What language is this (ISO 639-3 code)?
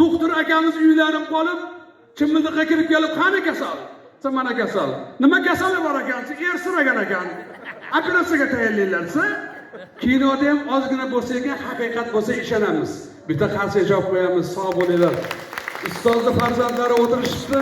uzb